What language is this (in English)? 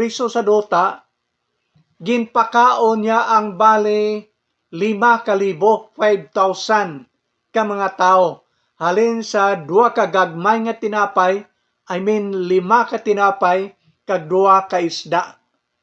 Hiligaynon